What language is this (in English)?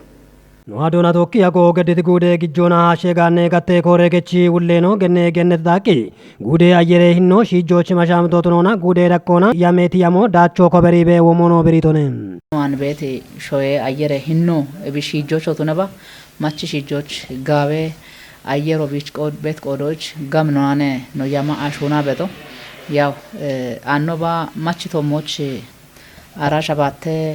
Kafa